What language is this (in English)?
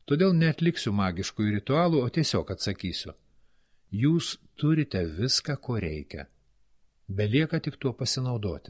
Lithuanian